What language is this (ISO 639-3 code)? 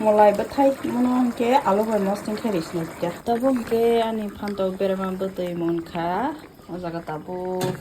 trp